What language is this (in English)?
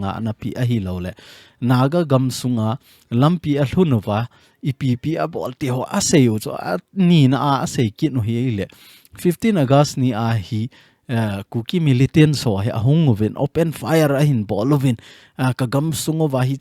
Thado Chin